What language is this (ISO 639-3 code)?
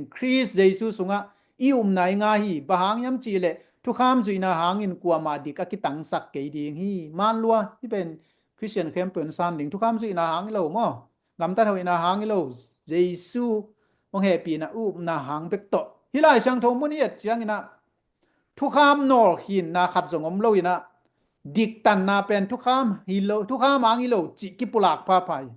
ctd